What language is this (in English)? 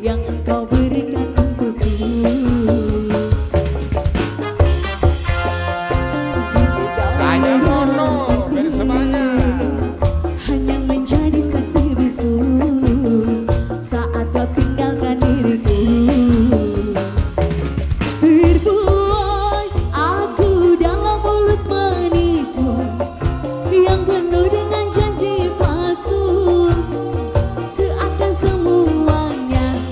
Indonesian